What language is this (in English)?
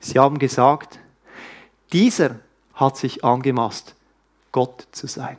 Swiss German